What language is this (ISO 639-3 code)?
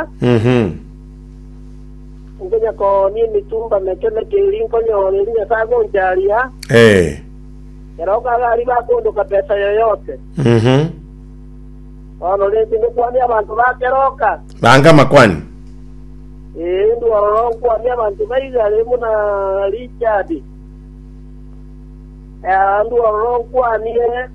guz